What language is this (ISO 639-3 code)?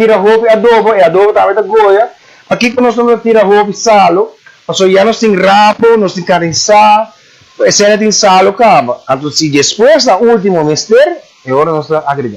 pap